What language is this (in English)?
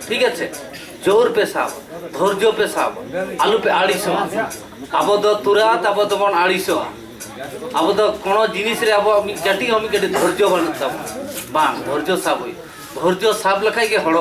Santali